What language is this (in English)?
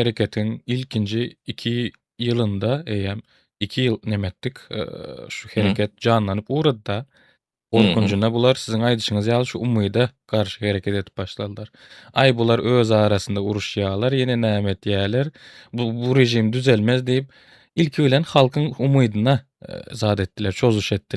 Turkmen